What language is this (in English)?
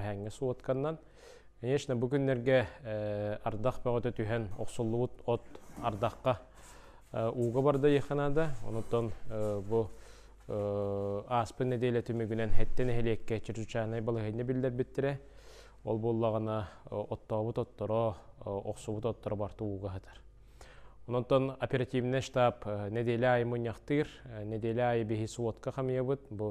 Yakut